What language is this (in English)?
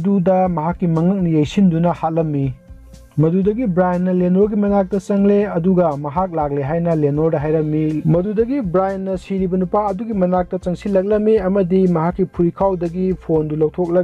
Manipuri